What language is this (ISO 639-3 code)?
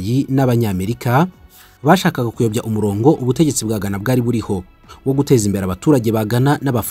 kin